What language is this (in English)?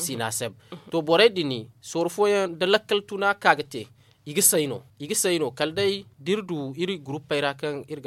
Zarma